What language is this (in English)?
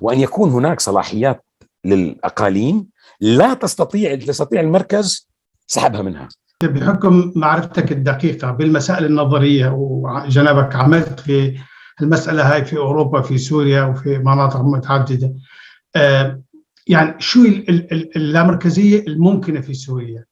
North Levantine Arabic